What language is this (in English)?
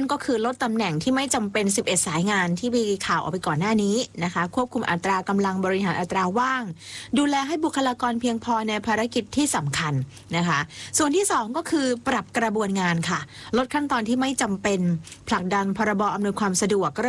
Thai